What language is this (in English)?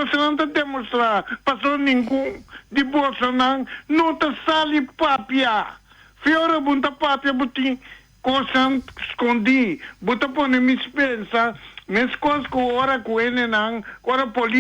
Papiamento